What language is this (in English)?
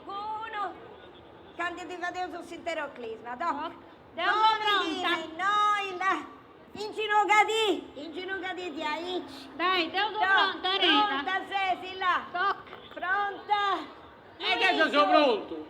Sardinian